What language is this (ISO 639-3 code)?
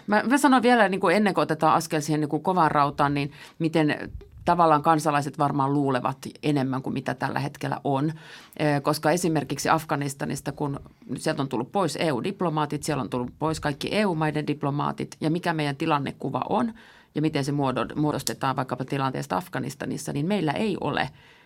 fin